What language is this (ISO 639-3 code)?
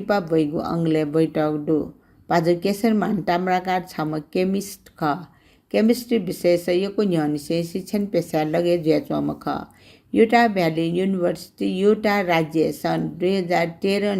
new